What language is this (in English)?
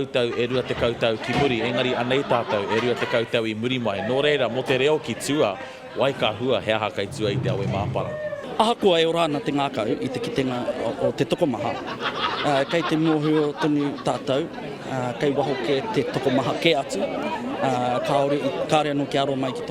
Māori